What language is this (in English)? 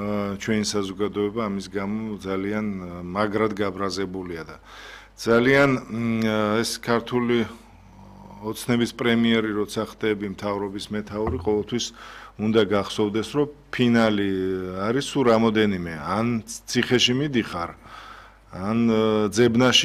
Georgian